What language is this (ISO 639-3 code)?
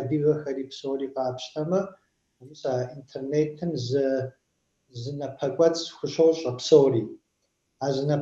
kbd